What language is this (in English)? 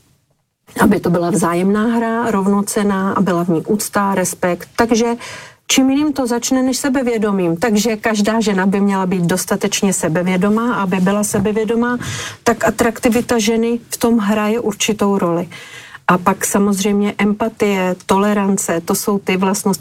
Czech